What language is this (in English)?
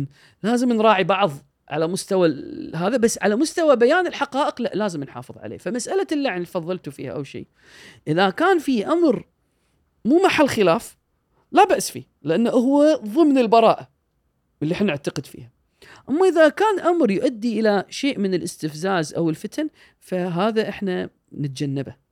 Gulf Arabic